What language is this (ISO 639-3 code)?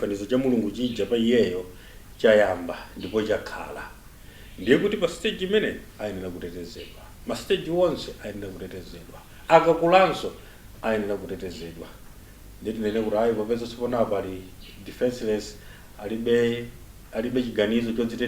nya